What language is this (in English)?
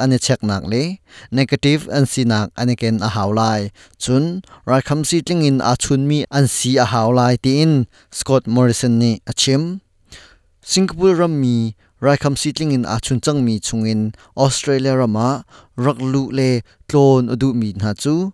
Hakha Chin